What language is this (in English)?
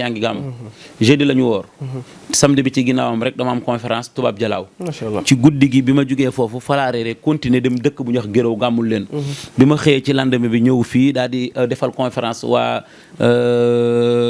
Wolof